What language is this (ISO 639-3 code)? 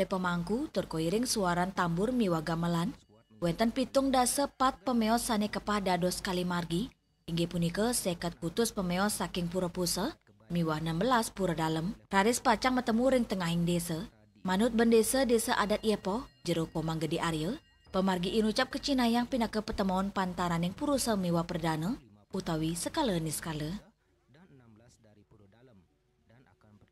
ban